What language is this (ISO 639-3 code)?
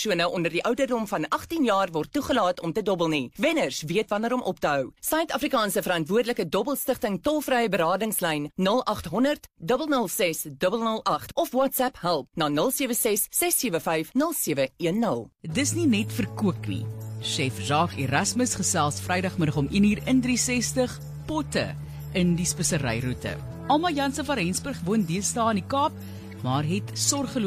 afr